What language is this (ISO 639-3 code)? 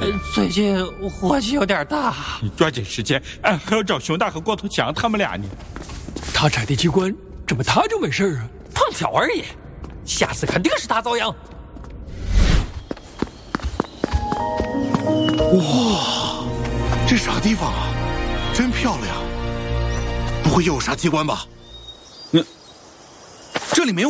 zho